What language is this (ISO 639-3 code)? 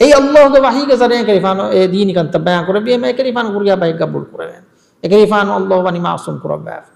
div